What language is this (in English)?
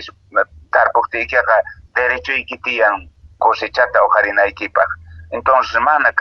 Quechua